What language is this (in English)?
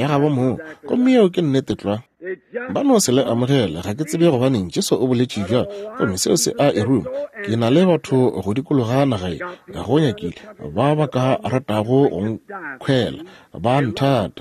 Northern Sotho